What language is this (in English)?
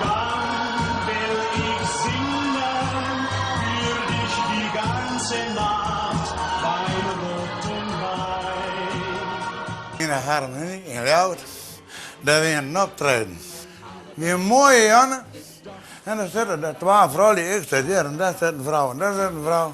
Western Frisian